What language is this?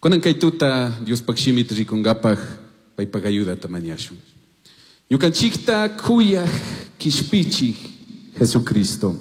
Chimborazo Highland Quichua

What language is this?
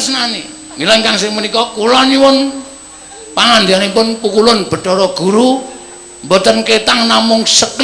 Javanese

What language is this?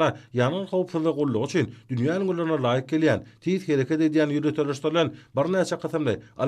Turkmen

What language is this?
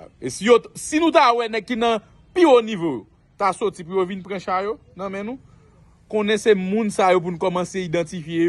Haitian Creole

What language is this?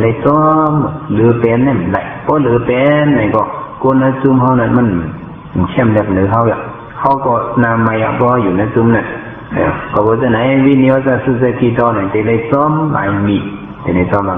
Shan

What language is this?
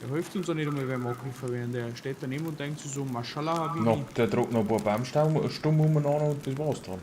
Bavarian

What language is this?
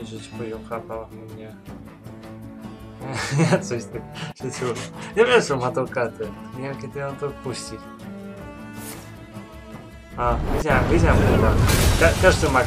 Polish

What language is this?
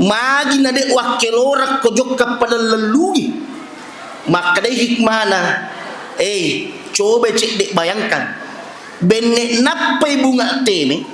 Buginese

